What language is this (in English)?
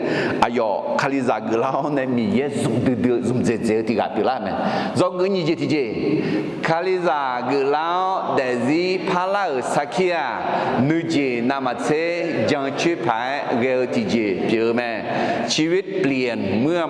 Akha